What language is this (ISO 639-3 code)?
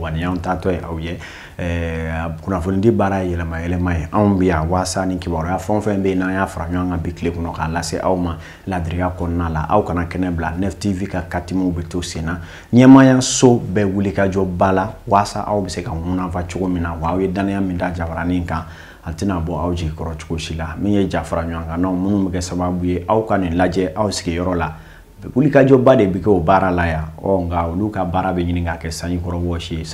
bam